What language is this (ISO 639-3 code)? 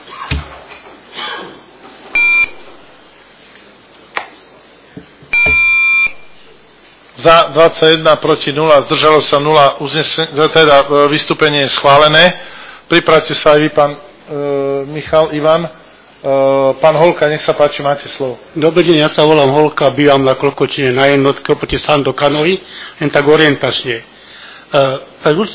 slk